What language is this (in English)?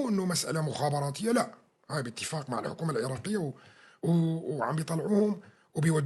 North Levantine Arabic